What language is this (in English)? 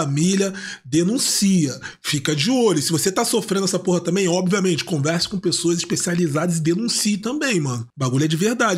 Portuguese